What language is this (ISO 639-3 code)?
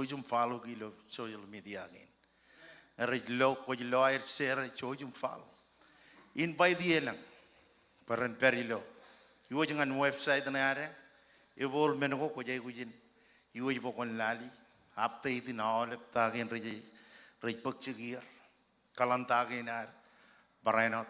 mah